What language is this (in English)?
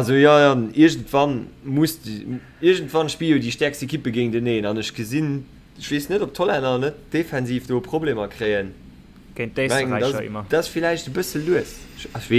Luxembourgish